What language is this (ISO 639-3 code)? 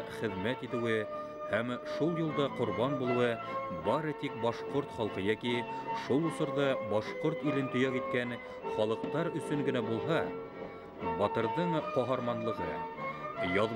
bak